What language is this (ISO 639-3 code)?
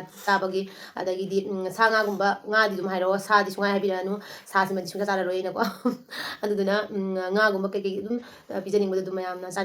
mni